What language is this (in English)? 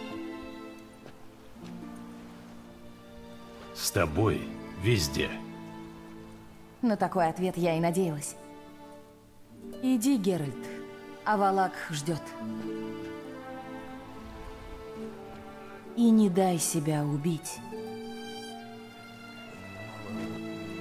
Russian